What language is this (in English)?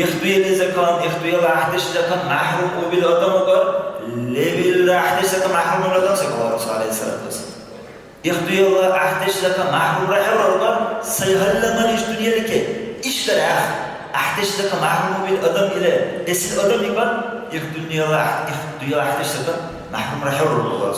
Dargwa